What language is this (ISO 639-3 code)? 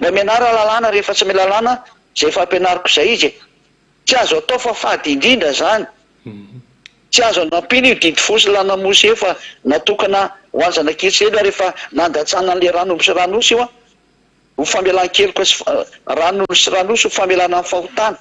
mlg